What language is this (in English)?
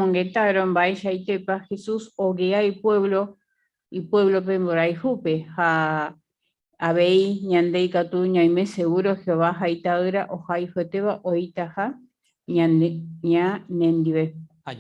Guarani